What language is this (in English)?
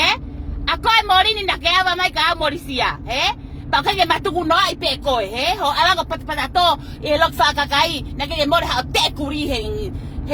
Tongan